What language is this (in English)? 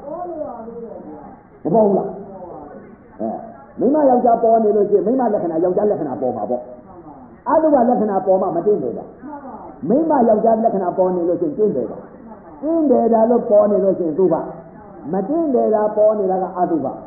Burmese